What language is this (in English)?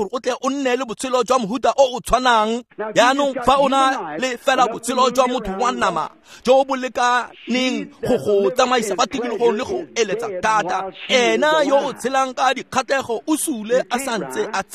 Tswana